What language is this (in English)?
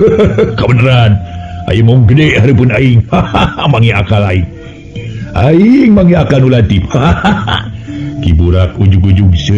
Sundanese